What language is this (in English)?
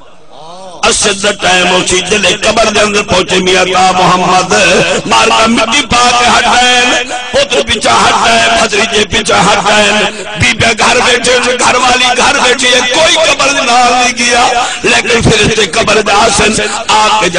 Saraiki